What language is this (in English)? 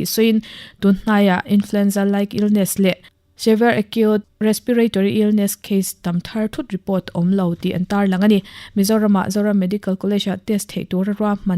Mizo